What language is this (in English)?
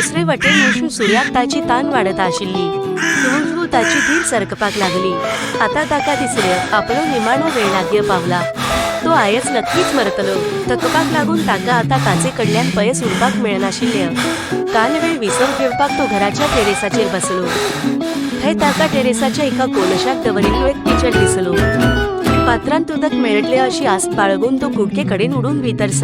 Konkani